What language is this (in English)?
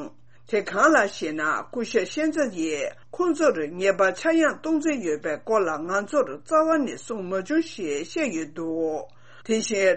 Tibetan